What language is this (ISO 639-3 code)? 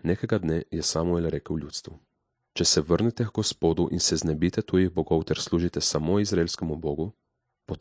slv